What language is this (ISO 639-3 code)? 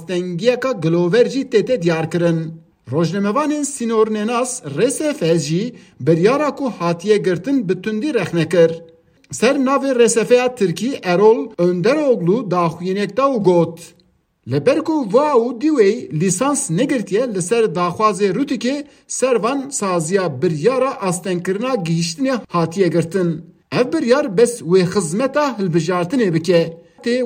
kur